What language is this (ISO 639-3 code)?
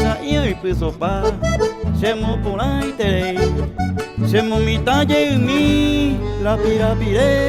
grn